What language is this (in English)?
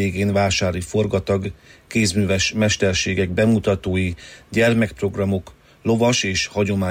Hungarian